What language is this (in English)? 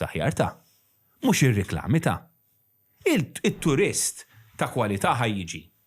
Maltese